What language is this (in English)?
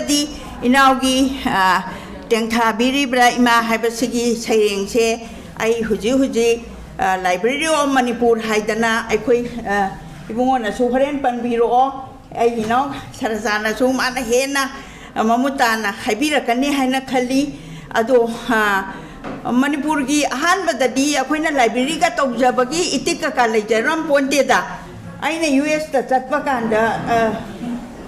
Manipuri